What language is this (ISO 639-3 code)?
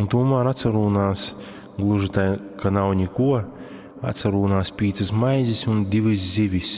ltg